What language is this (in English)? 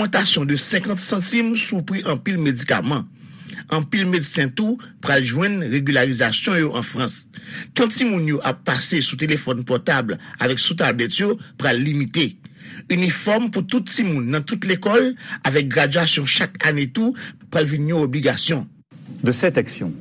Haitian Creole